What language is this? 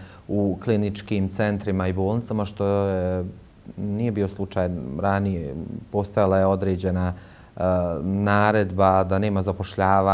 Bosnian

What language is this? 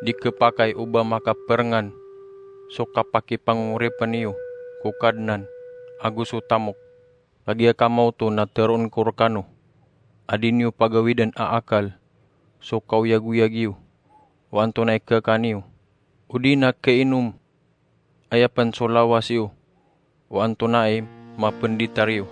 Maranao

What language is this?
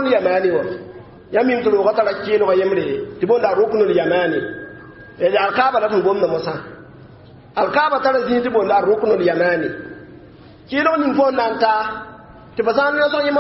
Mossi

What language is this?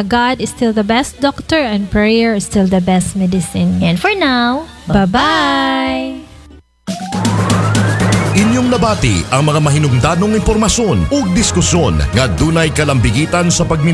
Cebuano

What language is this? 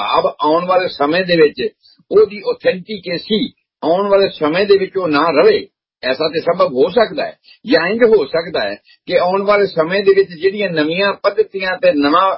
Punjabi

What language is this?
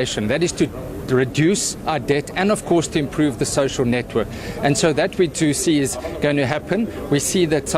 Tswana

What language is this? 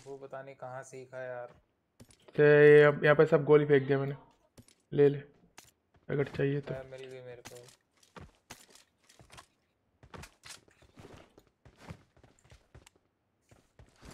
Hindi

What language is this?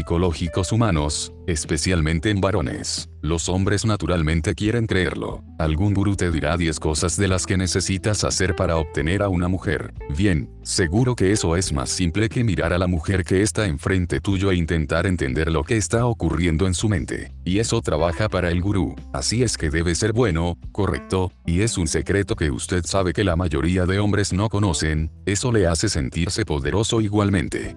Spanish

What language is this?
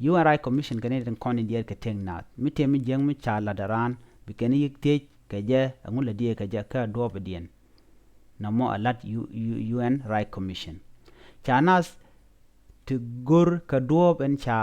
Nuer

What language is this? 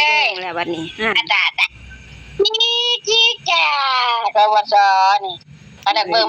Northeastern Thai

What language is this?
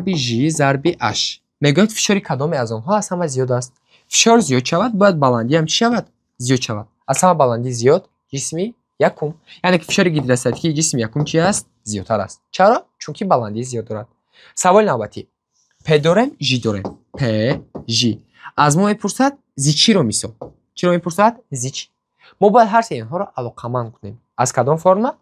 Tajik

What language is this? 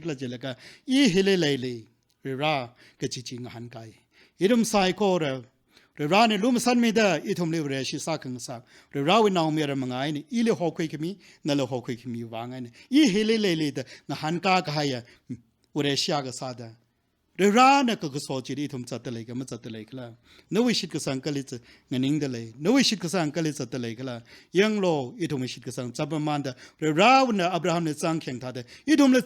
Tangkhul Naga (India)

